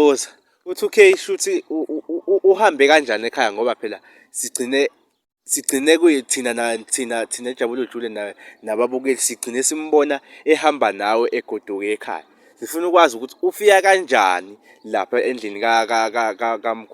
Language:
Zulu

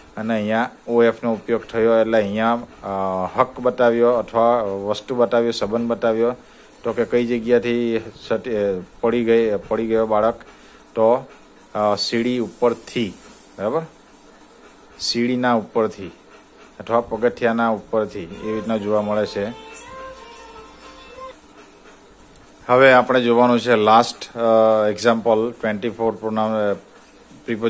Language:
Gujarati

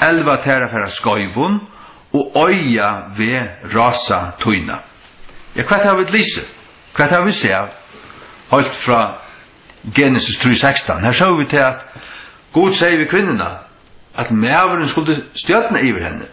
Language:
Faroese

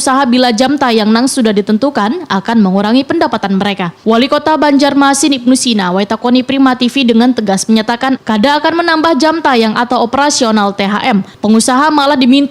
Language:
Banjar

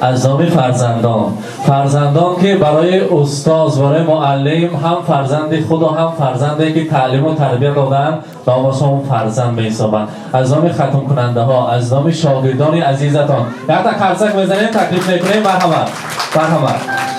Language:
Tajik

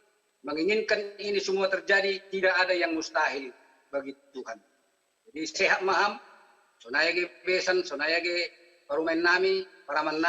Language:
Batak Simalungun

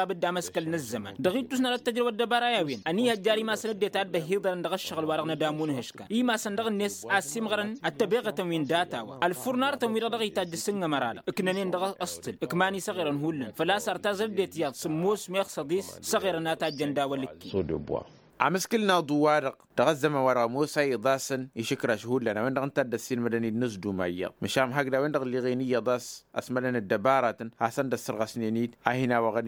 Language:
Tamasheq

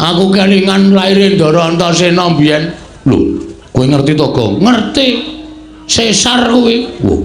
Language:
Javanese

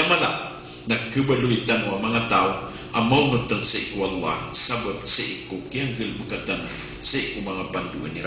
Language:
Maranao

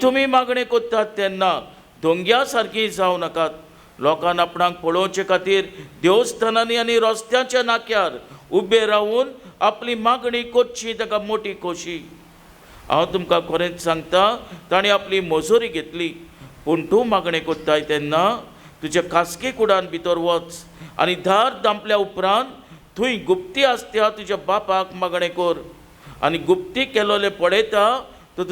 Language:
Konkani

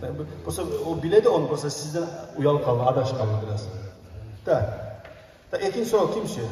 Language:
Kumyk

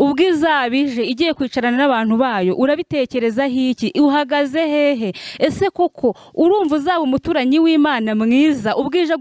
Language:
Kinyarwanda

